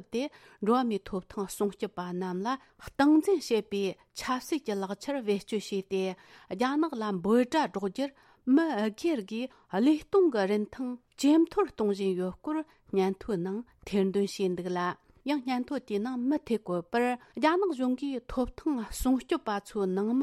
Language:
Tibetan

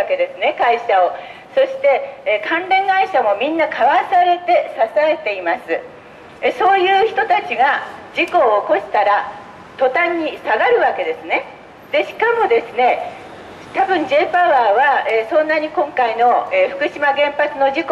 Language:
Japanese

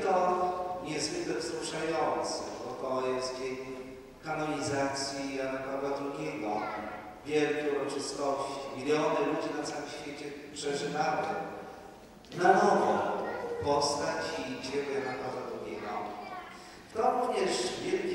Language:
Polish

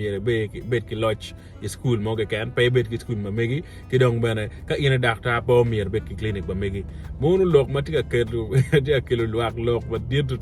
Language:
Acoli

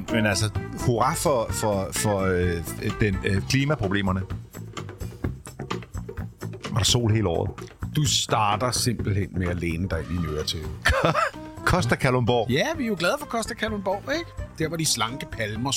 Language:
Danish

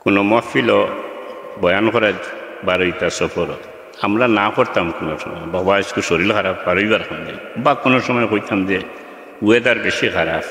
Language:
Sylheti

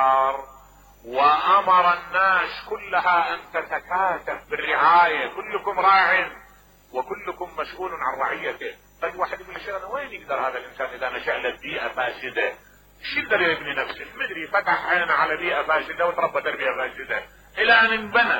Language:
Mesopotamian Arabic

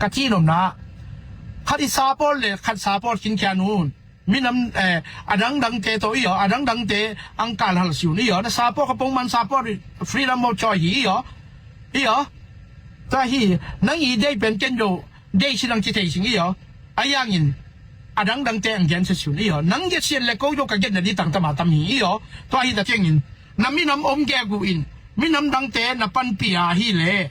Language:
Tedim Chin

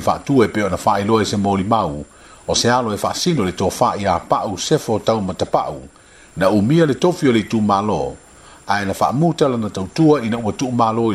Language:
Samoan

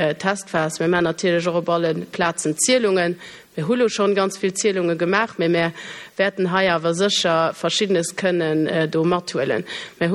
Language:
Luxembourgish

